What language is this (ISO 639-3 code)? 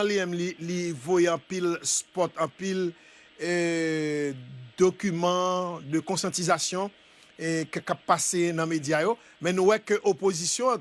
hat